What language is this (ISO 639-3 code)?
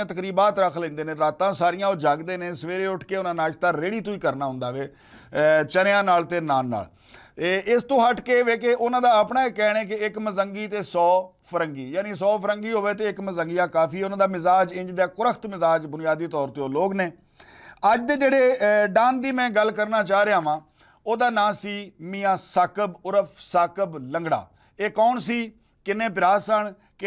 lah